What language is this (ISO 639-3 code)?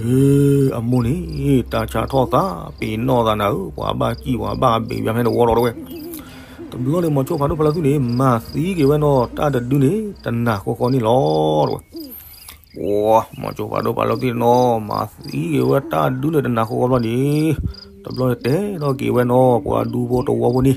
ksw